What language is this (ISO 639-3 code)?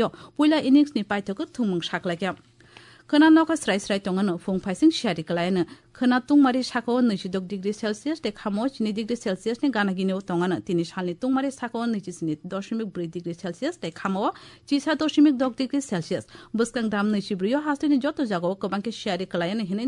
trp